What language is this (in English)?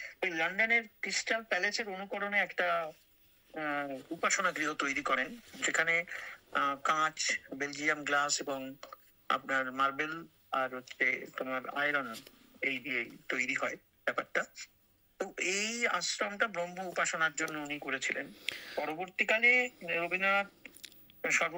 Bangla